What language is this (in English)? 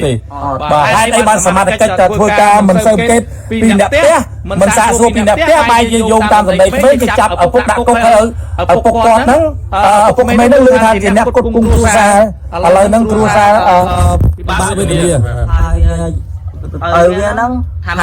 Khmer